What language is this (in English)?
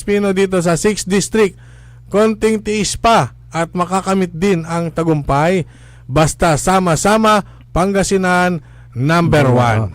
Pangasinan